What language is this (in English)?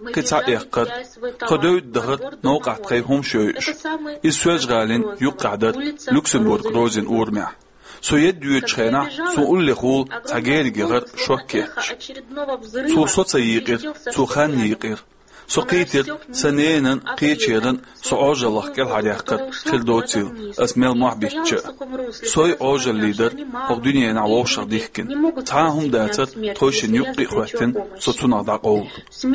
Chechen